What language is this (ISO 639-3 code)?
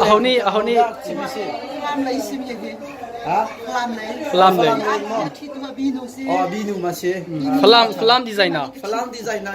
cnh